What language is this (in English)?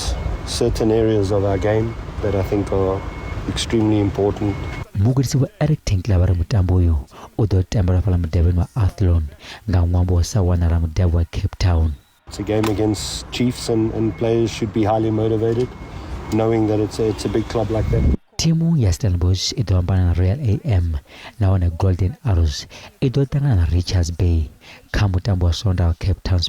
Venda